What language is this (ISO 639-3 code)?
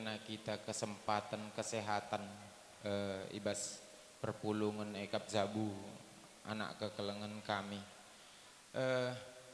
btx